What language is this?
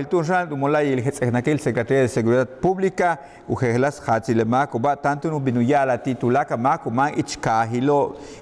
Yucateco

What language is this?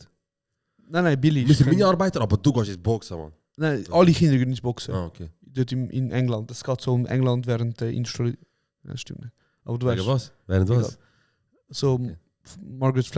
Swiss German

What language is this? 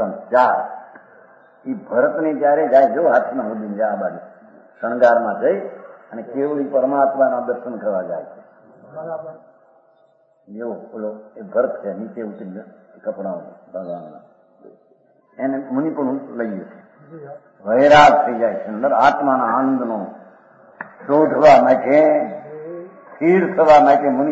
Gujarati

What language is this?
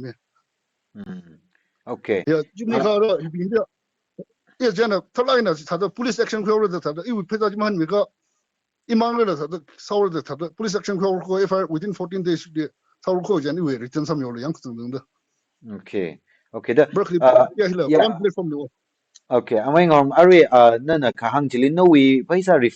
Tangkhul Naga (India)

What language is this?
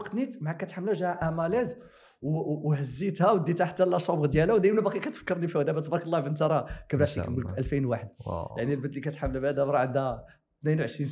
Moroccan Arabic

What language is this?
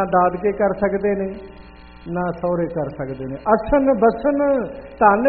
Punjabi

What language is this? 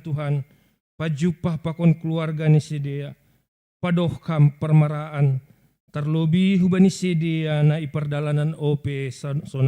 Batak Simalungun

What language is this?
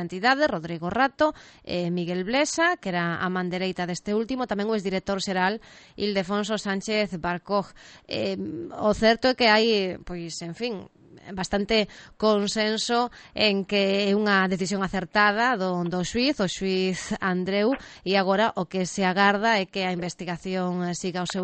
Galician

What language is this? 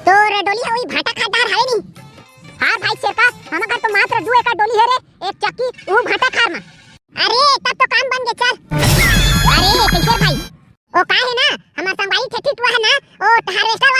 Chhattisgarhi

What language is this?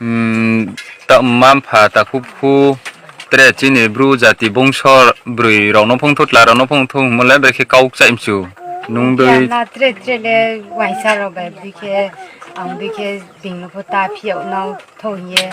Riang (India)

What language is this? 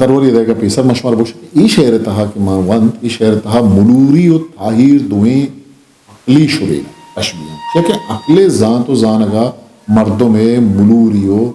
Eastern Balochi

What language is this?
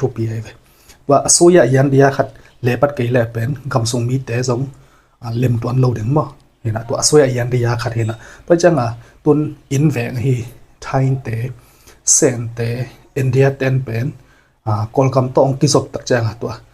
Tedim Chin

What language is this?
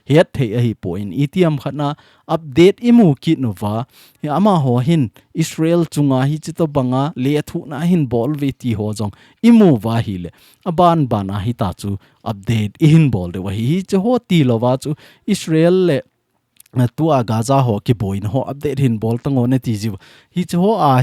Thado Chin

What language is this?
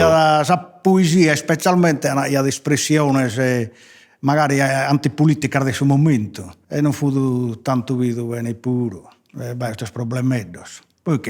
Sardinian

